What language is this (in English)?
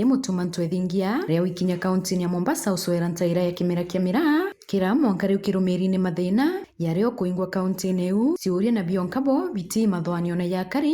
Meru